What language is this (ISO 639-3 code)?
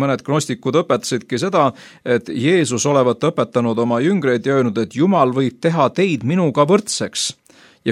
est